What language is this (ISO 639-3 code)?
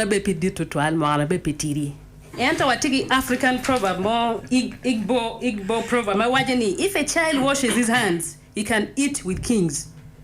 ach